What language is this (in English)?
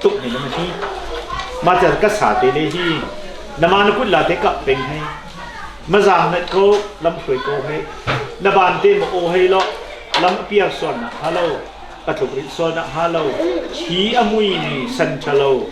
Hakha Chin